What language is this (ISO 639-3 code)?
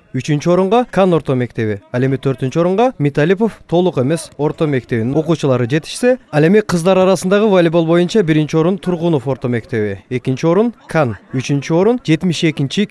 kir